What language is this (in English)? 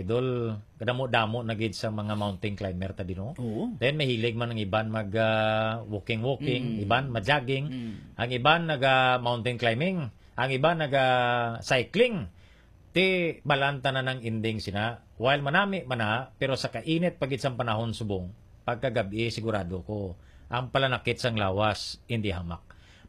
Hiligaynon